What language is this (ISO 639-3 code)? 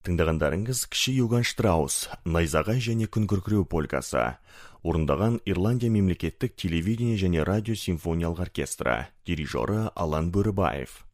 kaz